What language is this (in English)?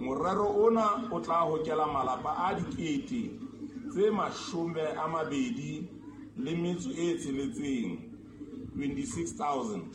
Southern Sotho